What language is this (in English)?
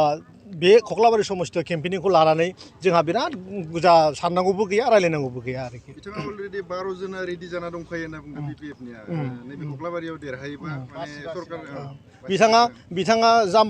Bodo